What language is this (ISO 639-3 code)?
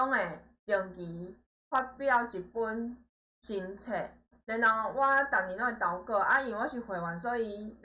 nan